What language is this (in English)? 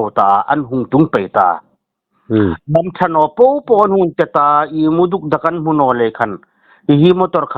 Hmar